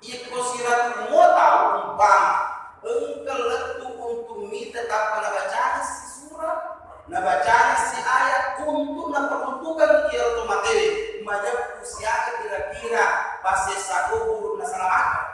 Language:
Buginese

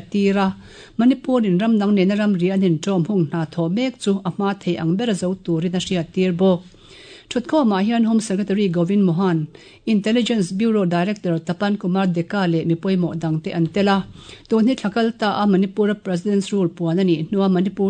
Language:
Mizo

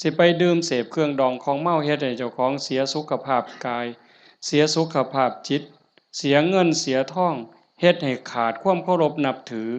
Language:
Northeastern Thai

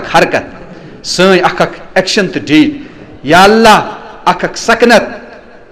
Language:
Kashmiri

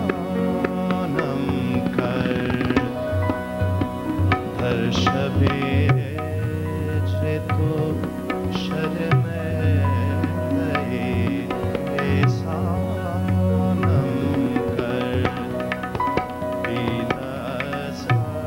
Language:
Persian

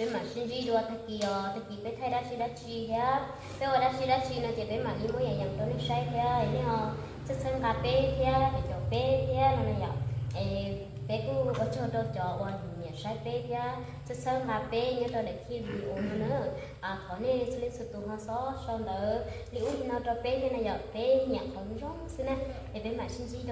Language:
Hmong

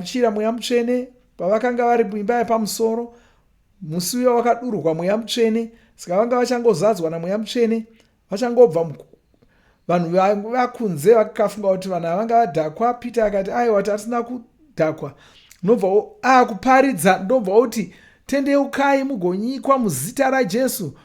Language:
Shona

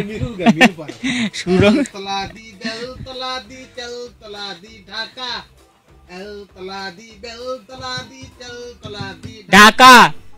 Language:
Bangla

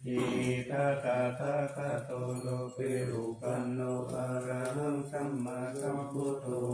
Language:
Pali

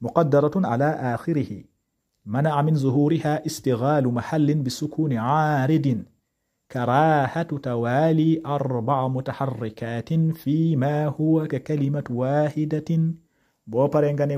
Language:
Wolof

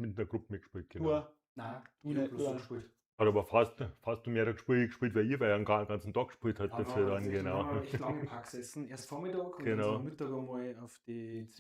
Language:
Bavarian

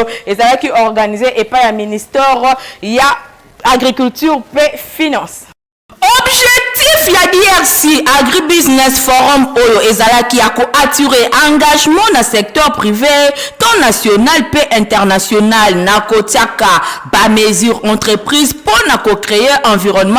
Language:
Lingala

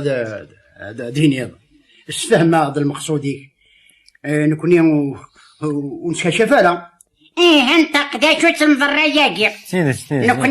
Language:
Kabyle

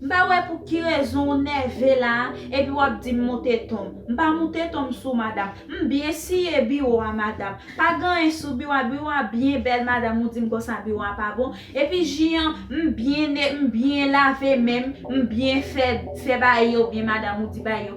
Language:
Haitian Creole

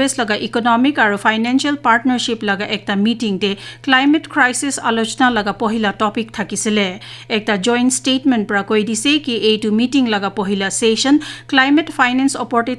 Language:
Naga Pidgin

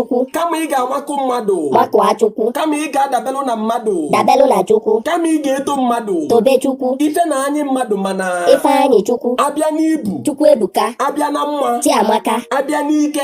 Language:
Igbo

